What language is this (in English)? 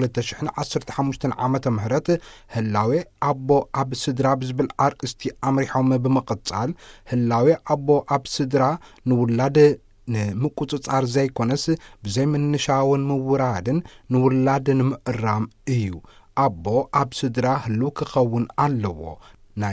Tigrinya